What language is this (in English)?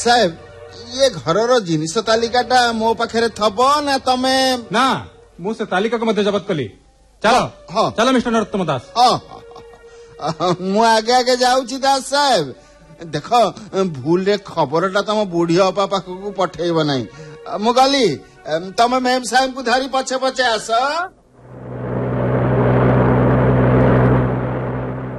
Odia